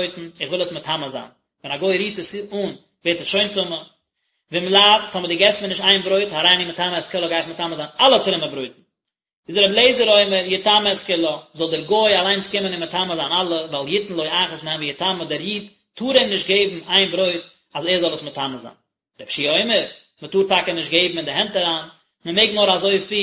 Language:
Yiddish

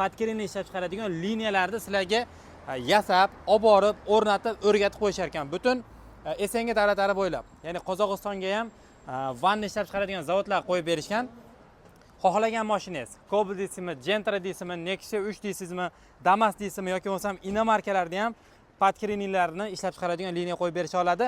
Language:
Uzbek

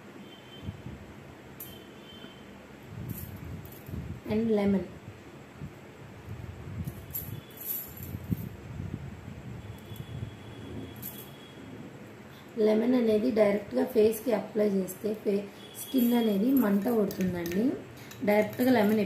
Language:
Telugu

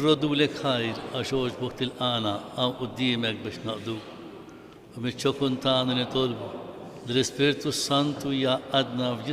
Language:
Maltese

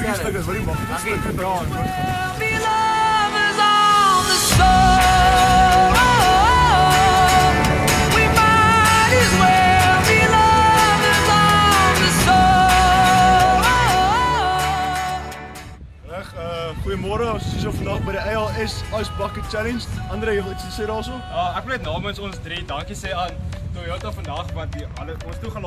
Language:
Afrikaans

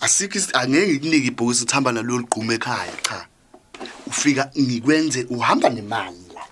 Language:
Zulu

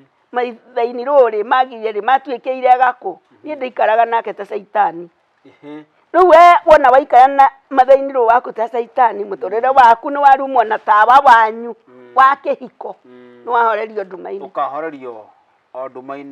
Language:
Kikuyu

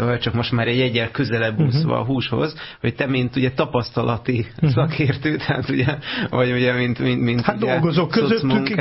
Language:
Hungarian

